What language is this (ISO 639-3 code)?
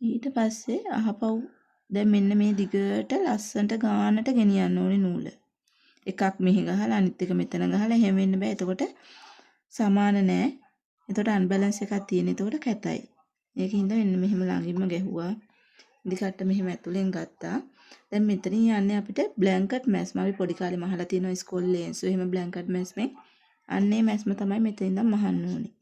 sin